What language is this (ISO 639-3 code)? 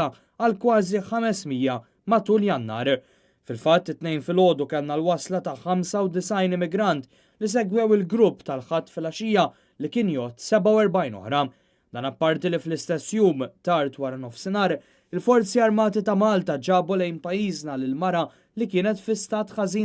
mlt